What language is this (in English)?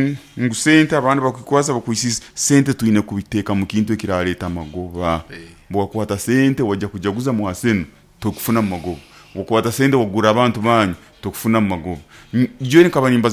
Nyoro